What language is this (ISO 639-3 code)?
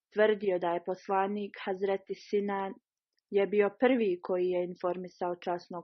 bos